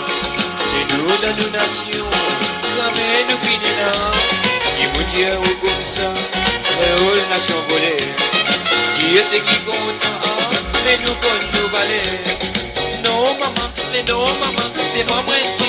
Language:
Morisyen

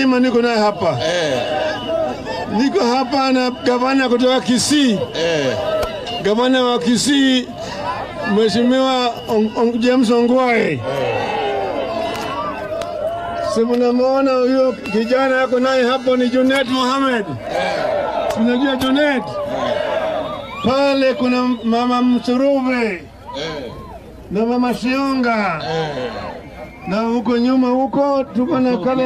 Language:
Swahili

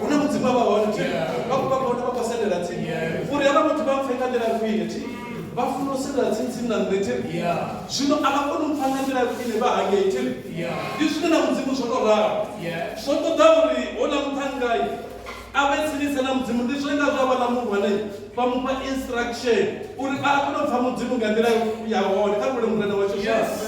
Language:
Venda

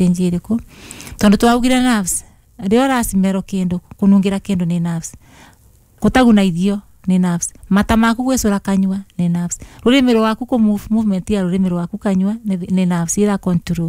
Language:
Kikuyu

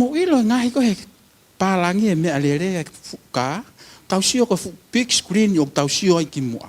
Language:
Tongan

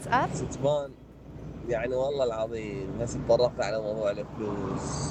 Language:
Mesopotamian Arabic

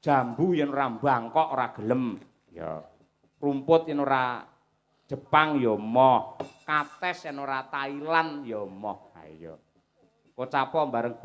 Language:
Javanese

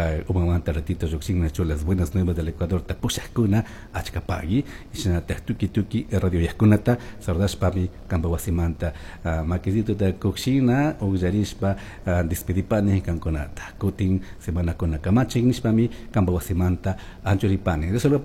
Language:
Chimborazo Highland Quichua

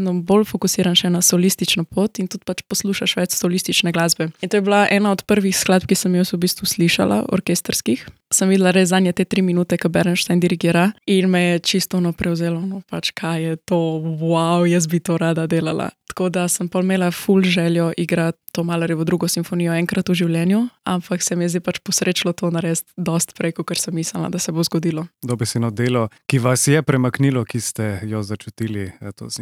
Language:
Slovenian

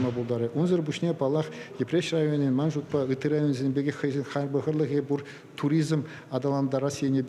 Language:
Chuvash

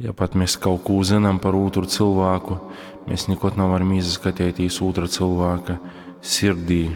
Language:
Latgalian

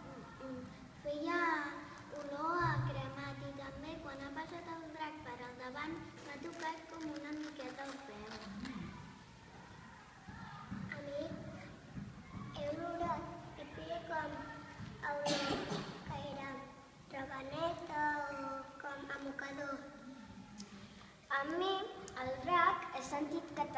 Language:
Catalan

